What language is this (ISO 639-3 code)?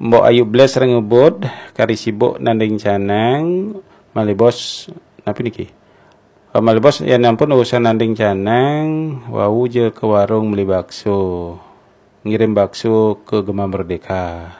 ban